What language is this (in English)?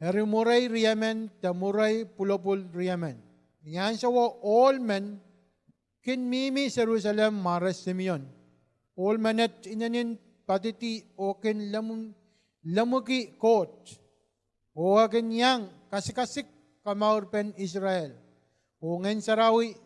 Pohnpeian